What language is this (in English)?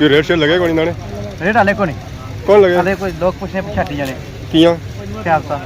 Pahari-Potwari